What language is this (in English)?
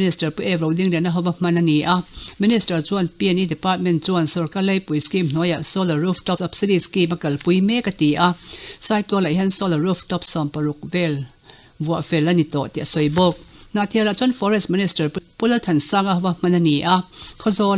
Mizo